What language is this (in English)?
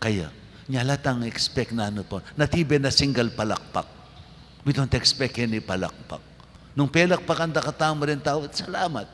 Pampanga